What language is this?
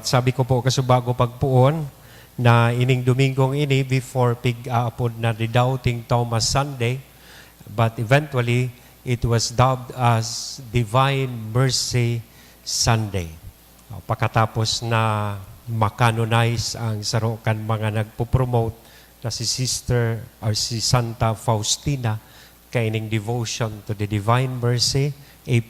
Bikol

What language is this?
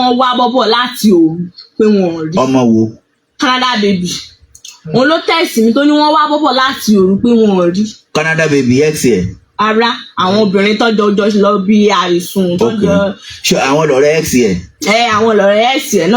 Yoruba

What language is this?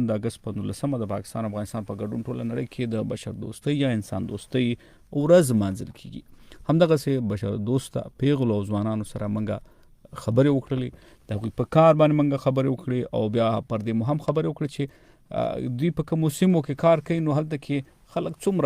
Pashto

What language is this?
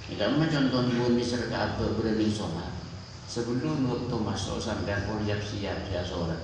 Madurese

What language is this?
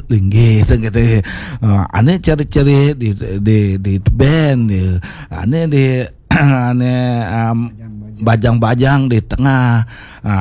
Balinese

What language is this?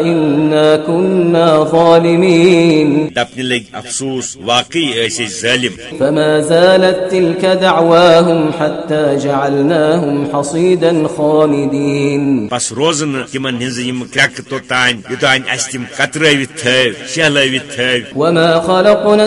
Kashmiri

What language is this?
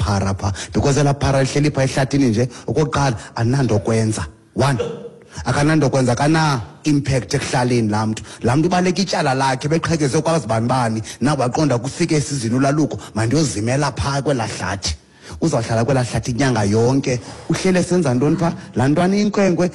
Xhosa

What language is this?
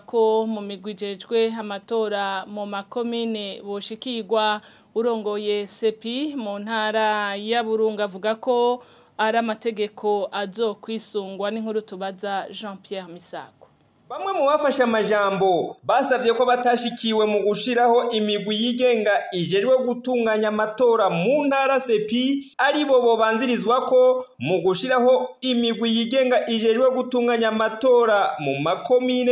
Rundi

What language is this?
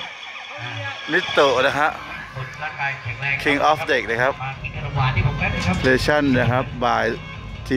Thai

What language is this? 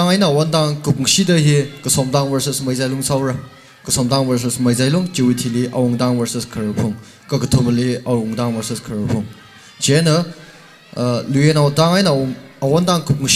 Tangkhul Naga (India)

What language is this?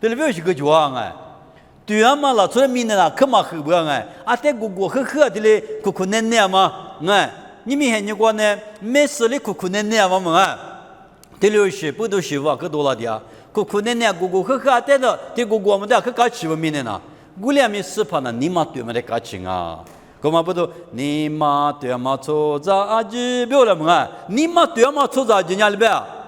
Lisu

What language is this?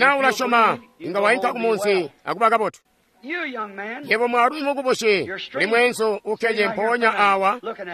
Tonga (Zambia)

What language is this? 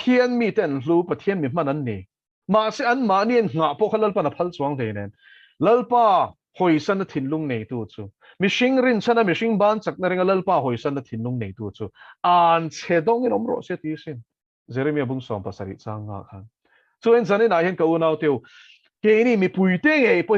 Mizo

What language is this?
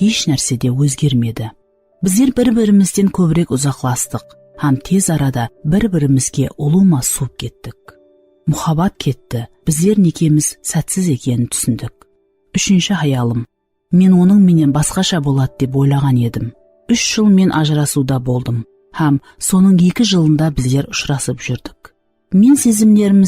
Kara-Kalpak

